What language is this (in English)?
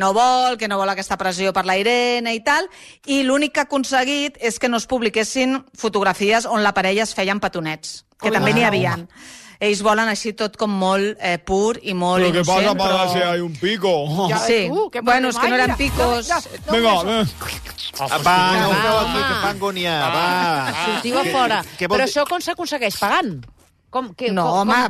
Catalan